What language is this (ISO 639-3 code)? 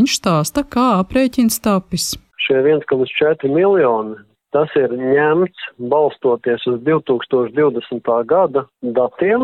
lav